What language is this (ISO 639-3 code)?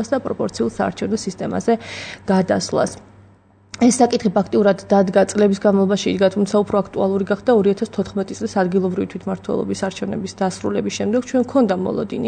kat